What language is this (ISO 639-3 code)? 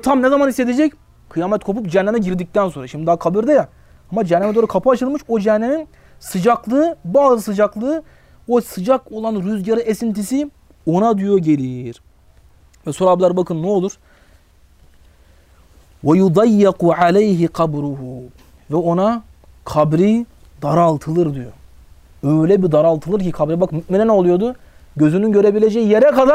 tur